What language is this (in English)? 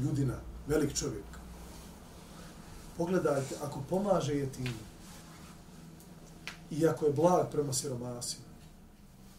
Bosnian